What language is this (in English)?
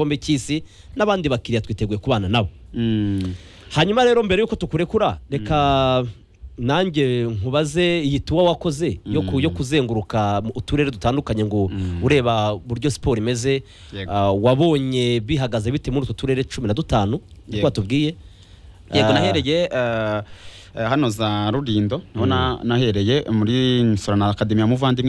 Kinyarwanda